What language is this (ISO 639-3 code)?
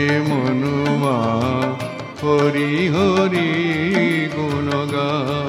ben